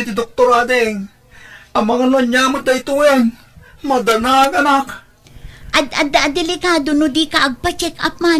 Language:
Iloko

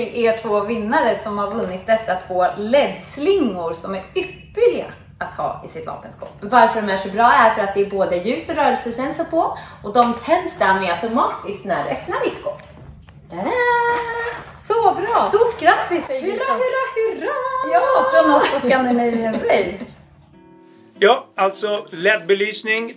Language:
Swedish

